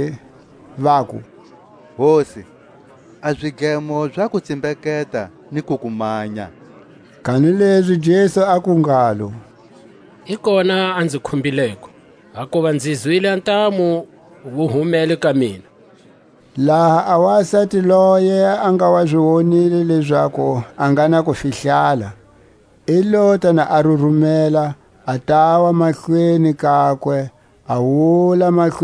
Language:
Tswa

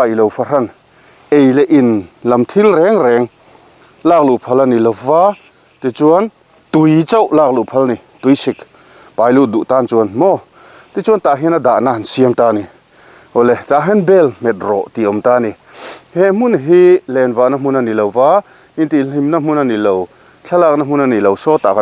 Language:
Mizo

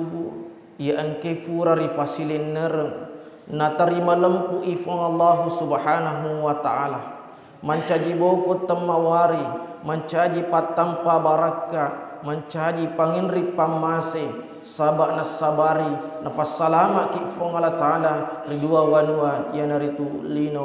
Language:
Buginese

